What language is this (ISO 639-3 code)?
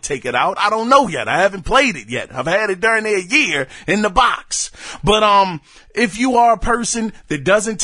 eng